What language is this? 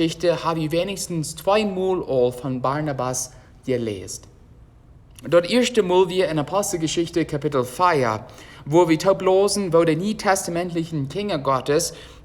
Plautdietsch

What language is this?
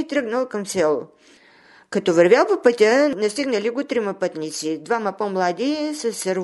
Bulgarian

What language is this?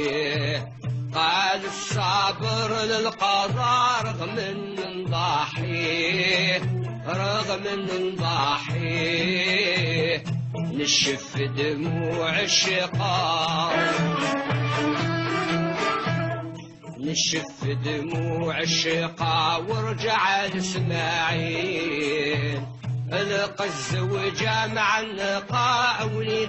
Arabic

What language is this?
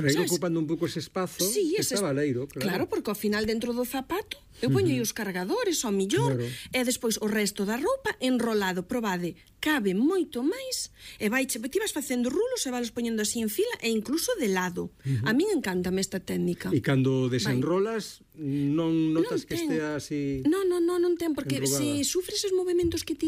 Galician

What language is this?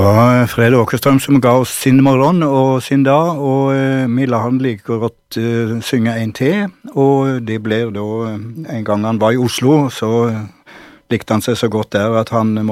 Norwegian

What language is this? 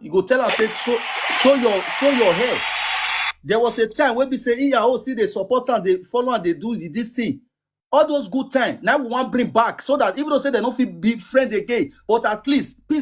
Nigerian Pidgin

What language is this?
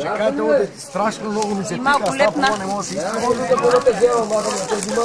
Macedonian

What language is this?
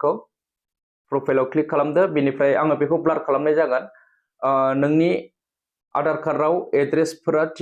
Bodo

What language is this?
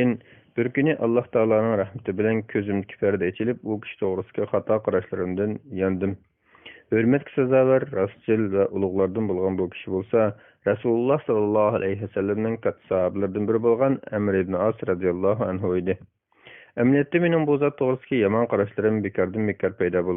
Uyghur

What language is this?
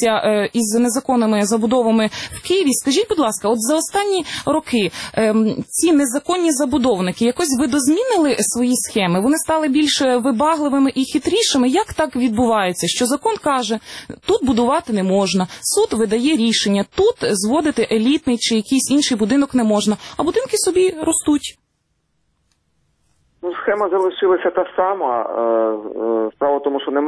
Ukrainian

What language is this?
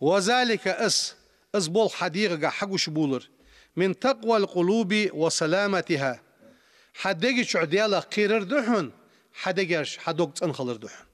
Ingush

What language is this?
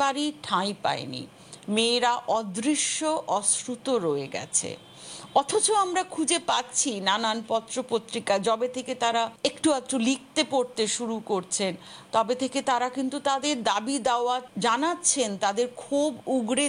Bangla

